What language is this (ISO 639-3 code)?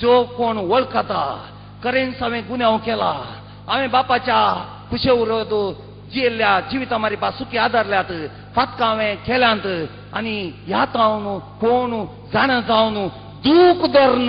kok